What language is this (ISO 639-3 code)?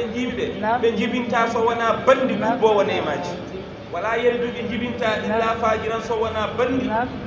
ful